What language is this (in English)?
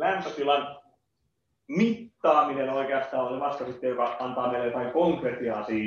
Finnish